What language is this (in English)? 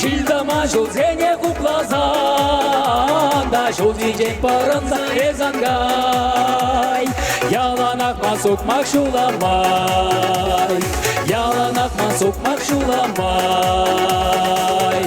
Chuvash